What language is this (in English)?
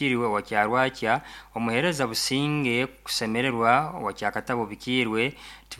Nyoro